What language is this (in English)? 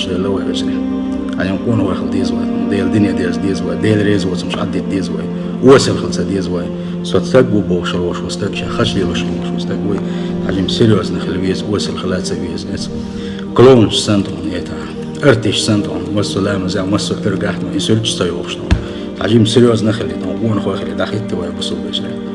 Chechen